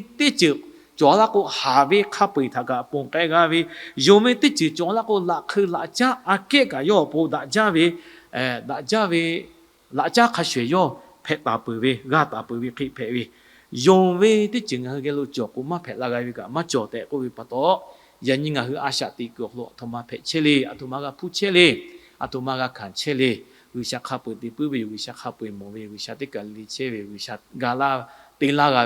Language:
Lahu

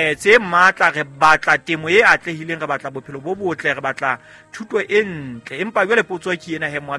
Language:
Southern Sotho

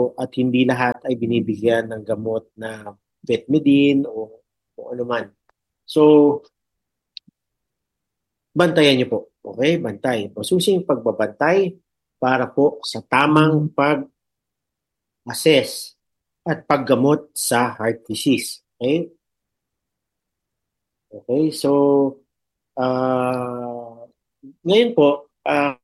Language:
Filipino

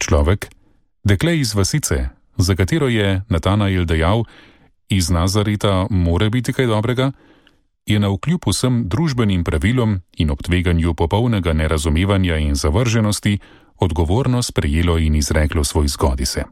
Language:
Slovenian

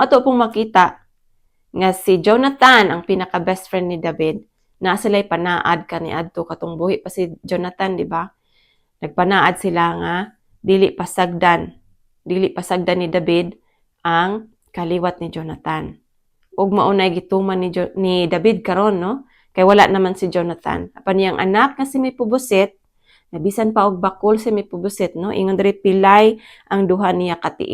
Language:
Cebuano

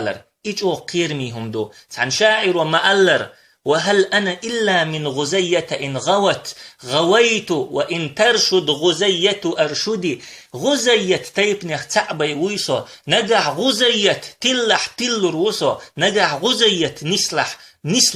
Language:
Chechen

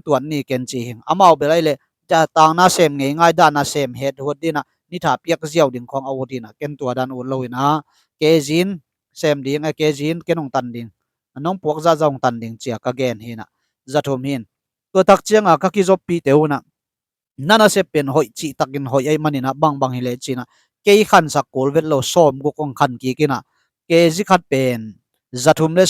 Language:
Tedim Chin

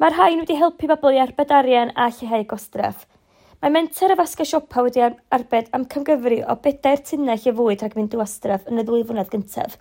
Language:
Welsh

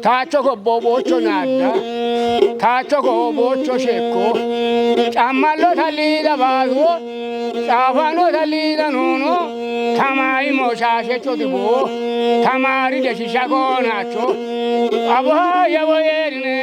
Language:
Kafa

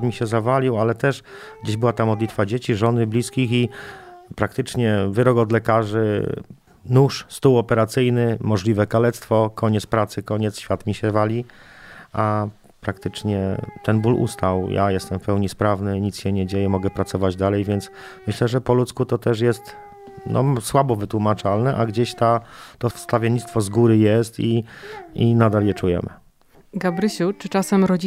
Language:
Polish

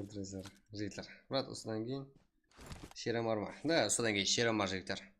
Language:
Kara-Kalpak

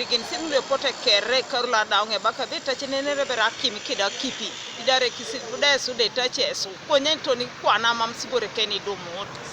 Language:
Teso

